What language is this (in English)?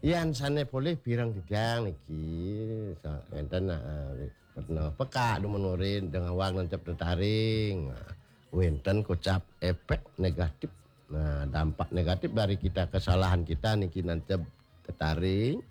Balinese